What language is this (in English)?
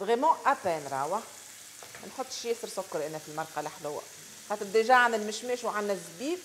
Tunisian Arabic